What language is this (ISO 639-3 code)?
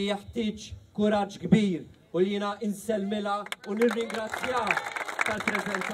mlt